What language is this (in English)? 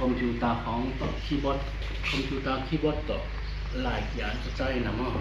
Tedim Chin